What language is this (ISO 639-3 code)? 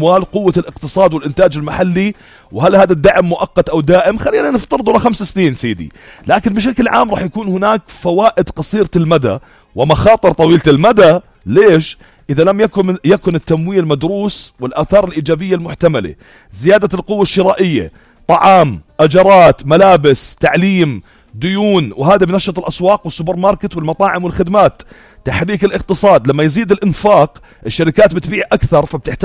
apc